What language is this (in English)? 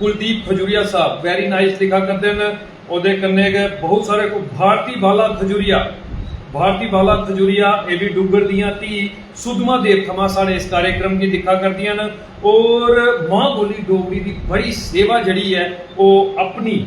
Dogri